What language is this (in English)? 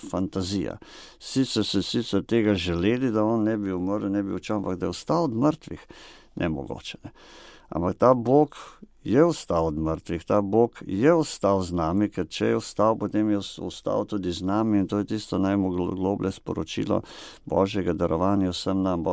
Slovenian